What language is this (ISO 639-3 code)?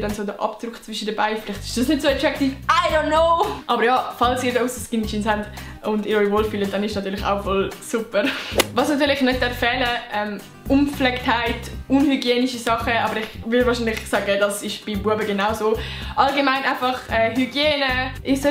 gsw